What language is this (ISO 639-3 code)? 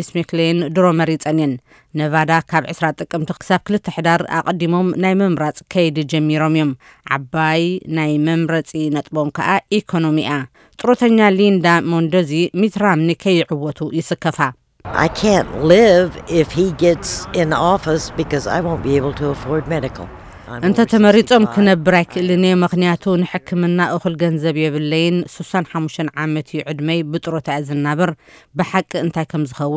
tir